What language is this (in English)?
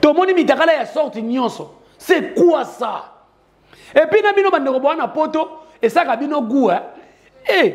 Lingala